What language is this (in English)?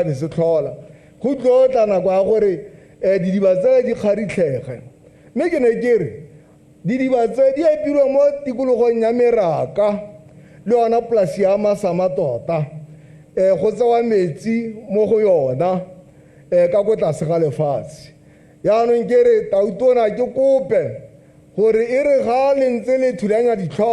Tswana